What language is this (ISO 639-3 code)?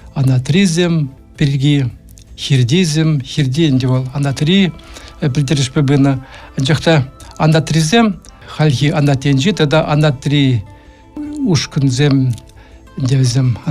chv